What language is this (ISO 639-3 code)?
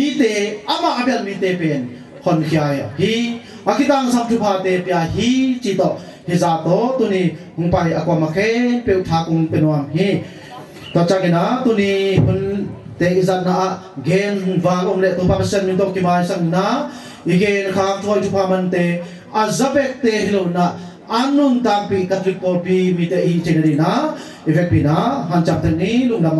ctd